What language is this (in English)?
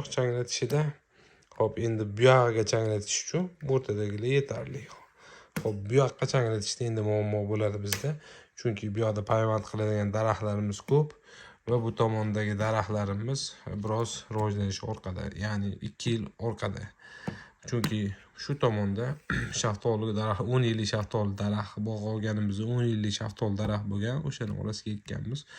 Uzbek